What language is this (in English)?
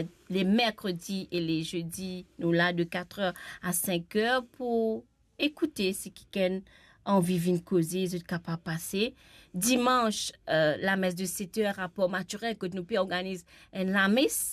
Morisyen